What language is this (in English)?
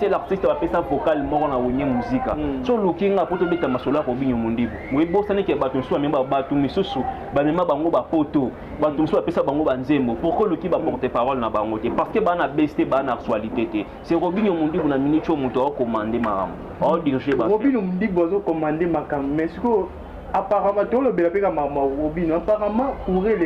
Lingala